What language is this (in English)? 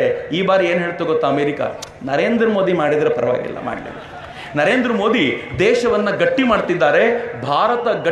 Kannada